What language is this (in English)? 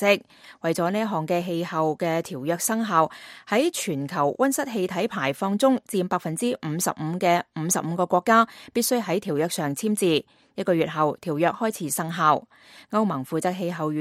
Cantonese